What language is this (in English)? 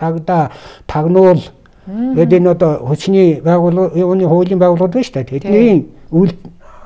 Mongolian